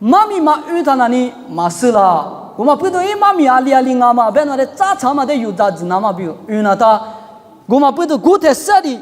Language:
Lisu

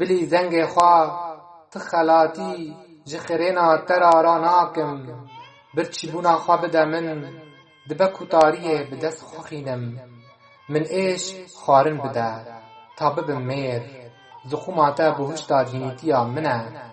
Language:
Kurdish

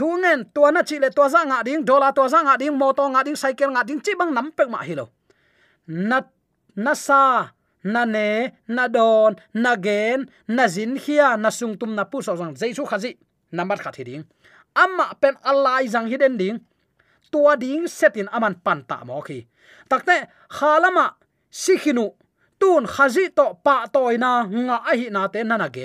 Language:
Tedim Chin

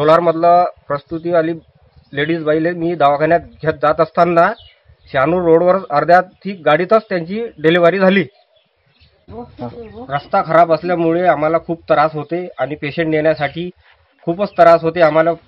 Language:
Marathi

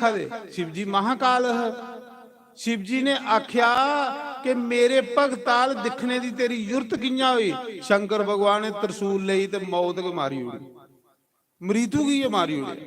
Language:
Dogri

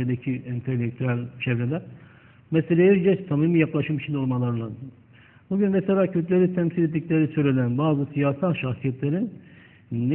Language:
Turkish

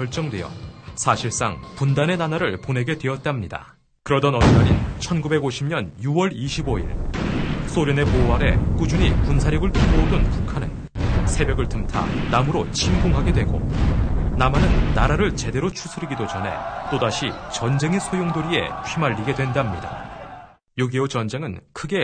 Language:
Korean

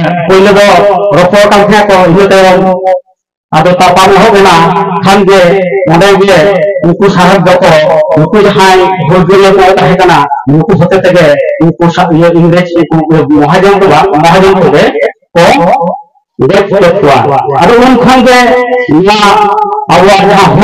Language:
Santali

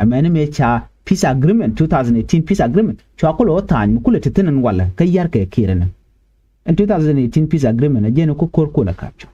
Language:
Nuer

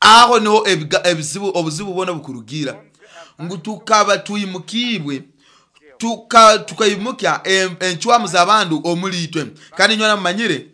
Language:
Nyoro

